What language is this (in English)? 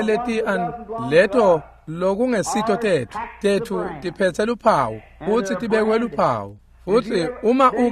Swati